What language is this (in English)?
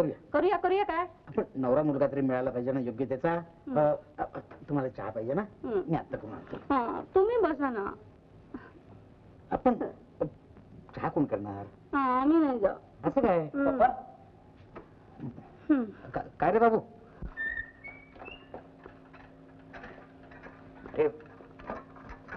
Marathi